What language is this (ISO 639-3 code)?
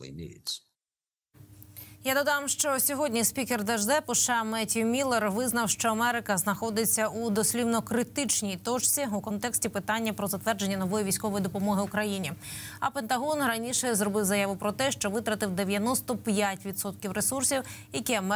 ukr